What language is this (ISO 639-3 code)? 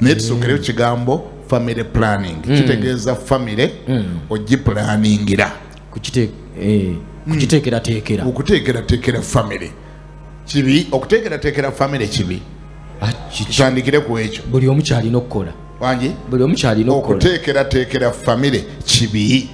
lug